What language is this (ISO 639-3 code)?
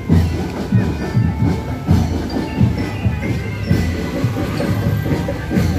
ind